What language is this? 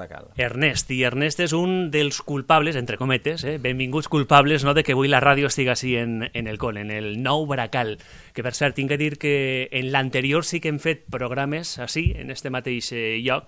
Catalan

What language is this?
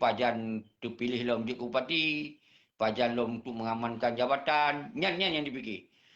Achinese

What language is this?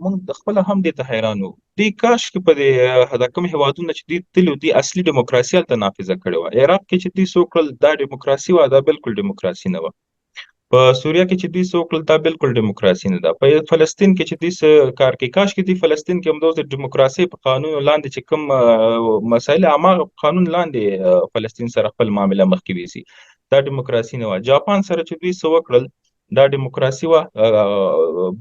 Pashto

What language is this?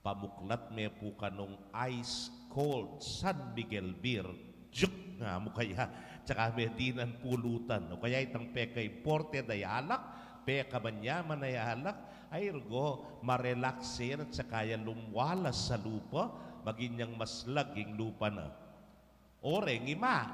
Pampanga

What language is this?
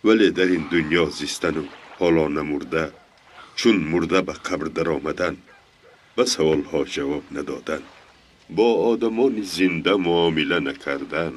Tajik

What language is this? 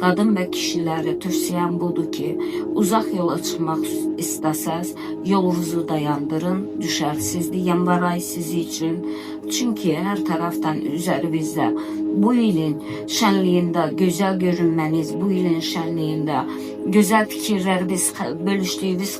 Azerbaijani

